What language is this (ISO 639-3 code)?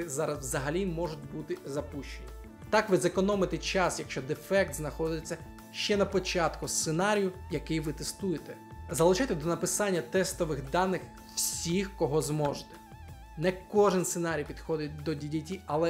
ukr